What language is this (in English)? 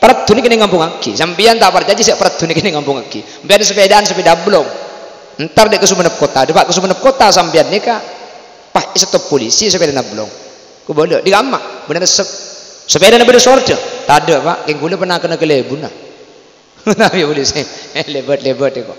Madurese